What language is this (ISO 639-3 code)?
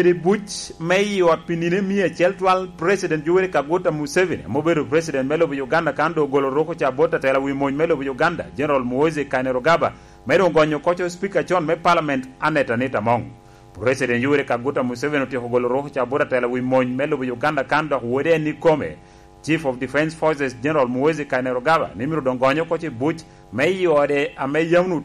laj